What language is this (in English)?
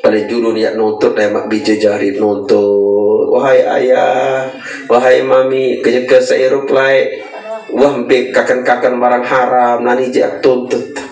Sasak